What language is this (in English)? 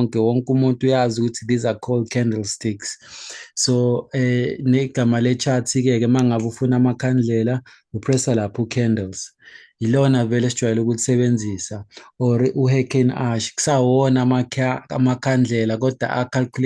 Zulu